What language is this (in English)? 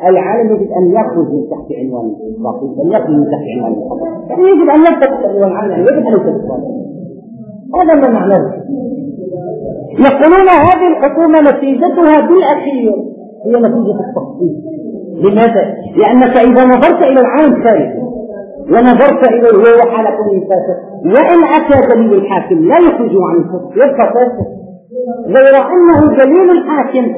Arabic